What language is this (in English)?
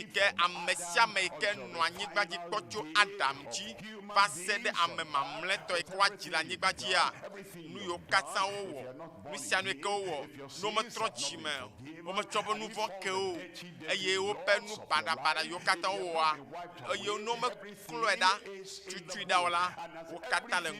Ewe